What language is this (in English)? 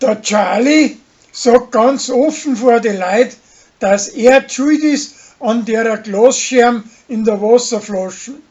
Bavarian